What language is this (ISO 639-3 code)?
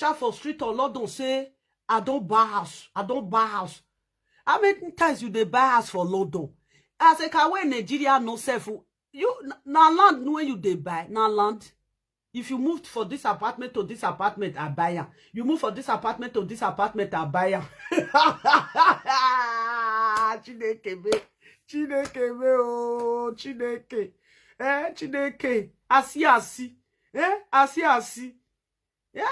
pcm